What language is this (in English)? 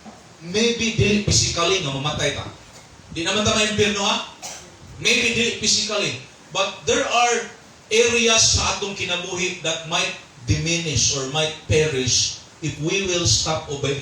Cebuano